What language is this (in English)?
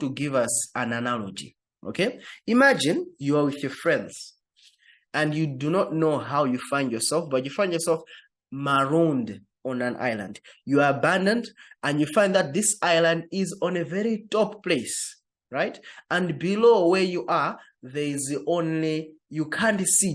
English